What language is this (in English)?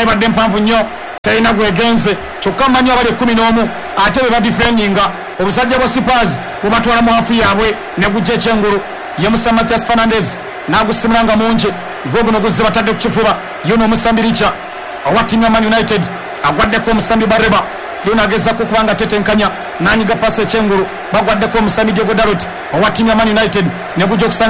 Ganda